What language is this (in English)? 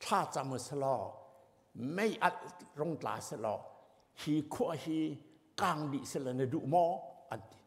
Hakha Chin